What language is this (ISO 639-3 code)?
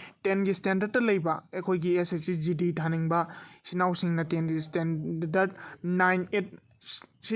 mni